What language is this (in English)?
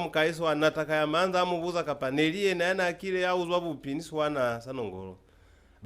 Lozi